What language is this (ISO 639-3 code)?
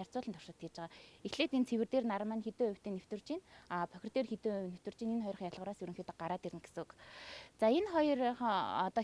mon